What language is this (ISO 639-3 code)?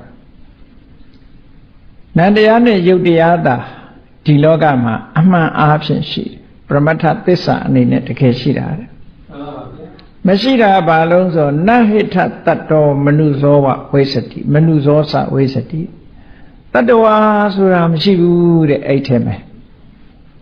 mya